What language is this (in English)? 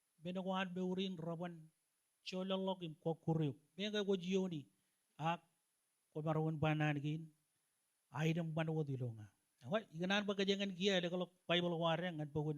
Marshallese